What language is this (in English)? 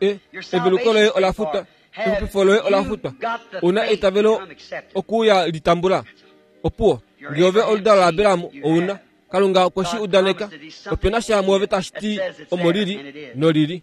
Kuanyama